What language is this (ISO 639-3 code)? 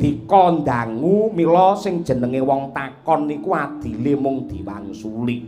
jav